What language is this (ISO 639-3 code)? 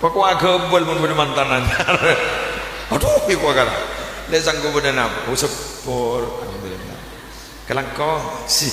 mad